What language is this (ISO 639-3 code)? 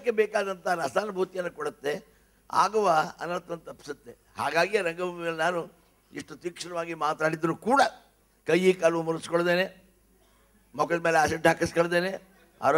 kan